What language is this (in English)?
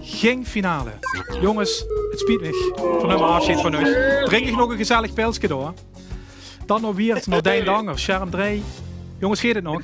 Limburgish